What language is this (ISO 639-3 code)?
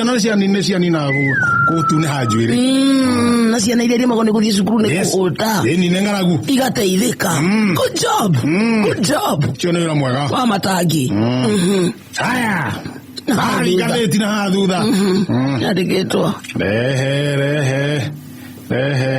kik